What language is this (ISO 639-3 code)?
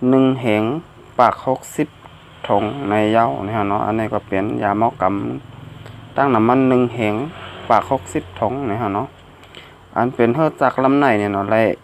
shn